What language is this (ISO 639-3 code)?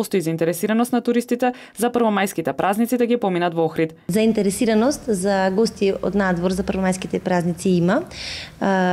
mkd